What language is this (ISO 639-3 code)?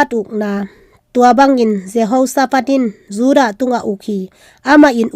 ctd